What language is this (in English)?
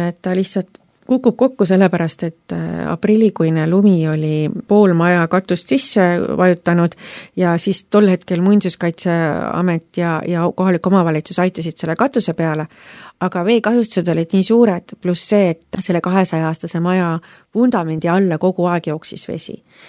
Estonian